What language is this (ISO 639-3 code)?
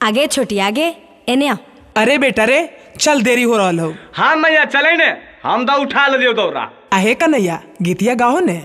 mag